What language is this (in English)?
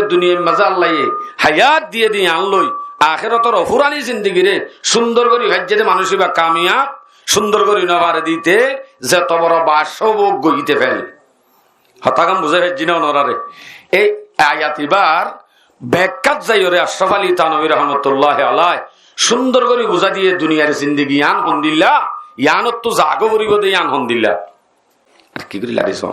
Rohingya